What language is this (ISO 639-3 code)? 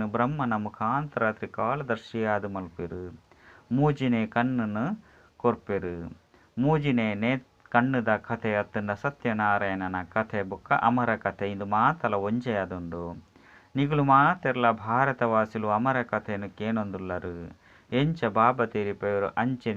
tcy